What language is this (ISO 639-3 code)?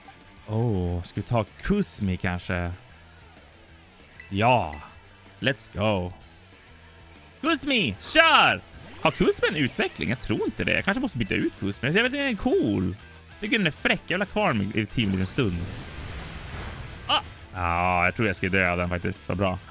swe